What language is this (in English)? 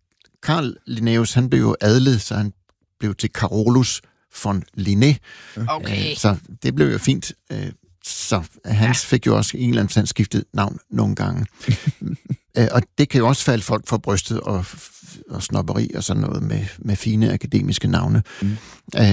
Danish